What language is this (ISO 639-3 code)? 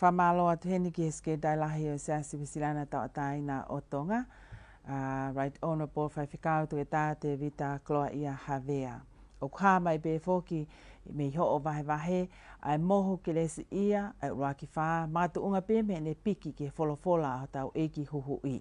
ton